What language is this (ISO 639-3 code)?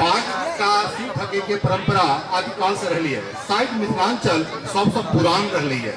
mai